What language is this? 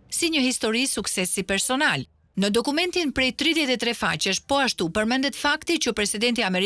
Albanian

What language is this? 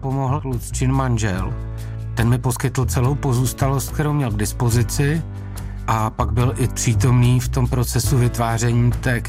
Czech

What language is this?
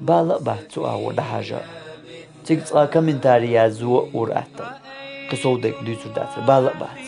Chechen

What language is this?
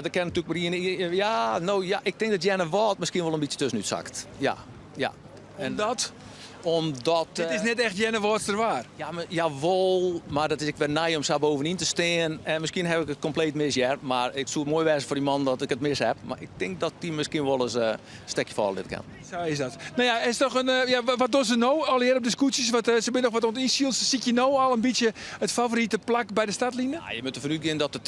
Western Frisian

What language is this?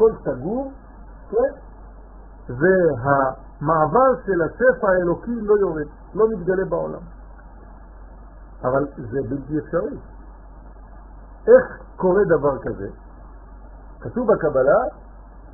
Hebrew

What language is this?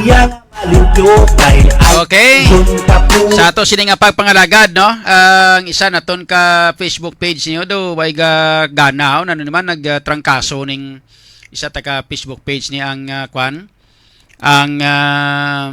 Hiligaynon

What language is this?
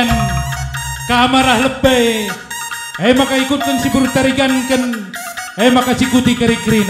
Batak Karo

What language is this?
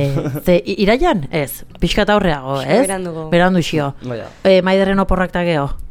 Basque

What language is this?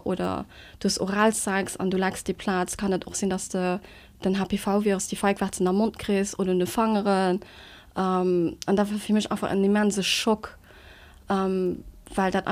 Luxembourgish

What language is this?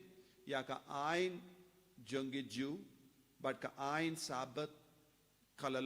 Khasi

